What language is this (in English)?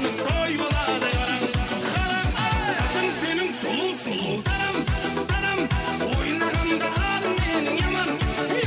Kara-Kalpak